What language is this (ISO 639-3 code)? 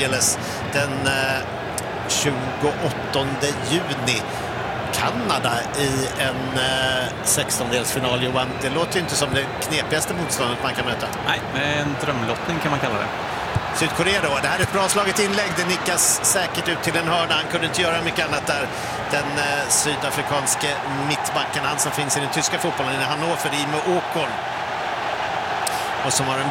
swe